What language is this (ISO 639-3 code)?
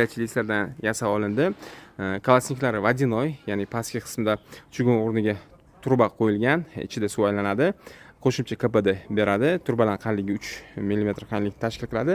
uzb